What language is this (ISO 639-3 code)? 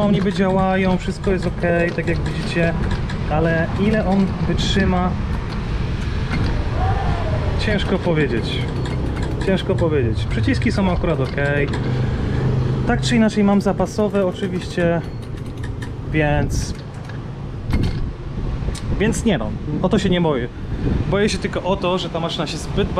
pol